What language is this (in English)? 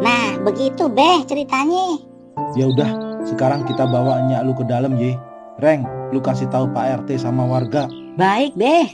Betawi